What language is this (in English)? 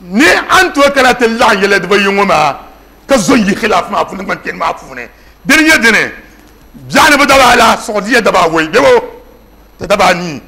Dagbani